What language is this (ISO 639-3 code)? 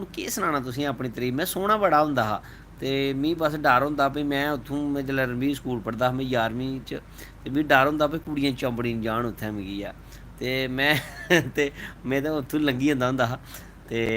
doi